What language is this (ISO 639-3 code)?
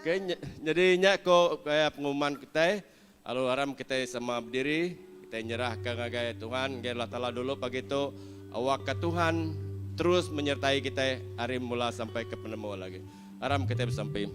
iba